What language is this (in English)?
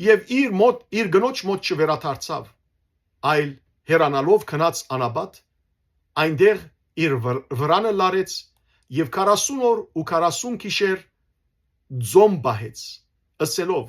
Western Armenian